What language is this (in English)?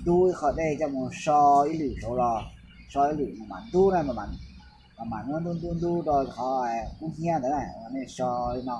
Hmong